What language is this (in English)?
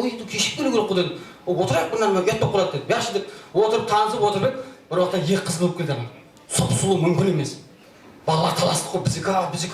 Kara-Kalpak